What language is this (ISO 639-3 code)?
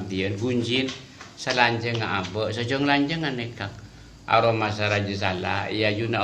mad